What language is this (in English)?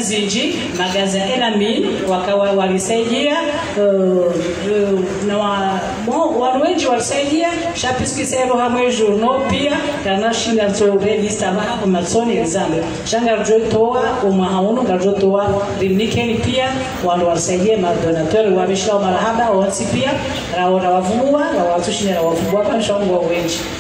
Swahili